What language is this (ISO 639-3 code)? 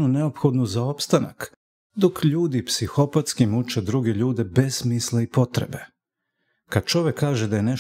srp